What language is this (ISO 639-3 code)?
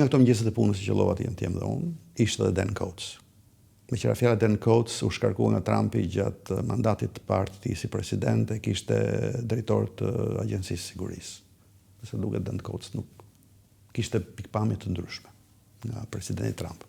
sqi